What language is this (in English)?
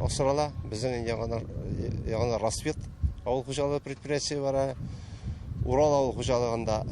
Tatar